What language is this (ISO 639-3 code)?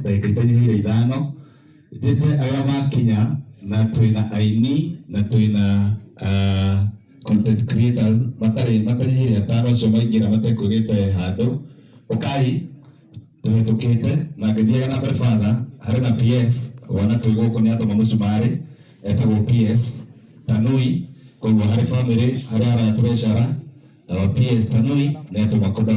kik